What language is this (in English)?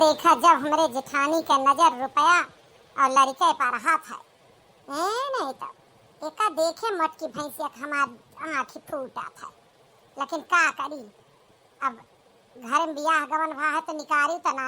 Awadhi